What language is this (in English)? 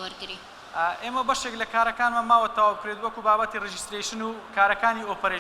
Central Kurdish